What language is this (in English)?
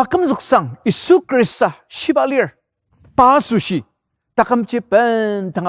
Ao Naga